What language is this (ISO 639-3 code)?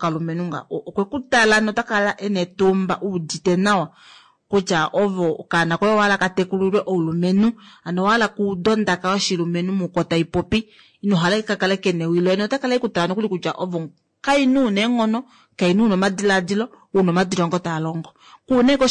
kua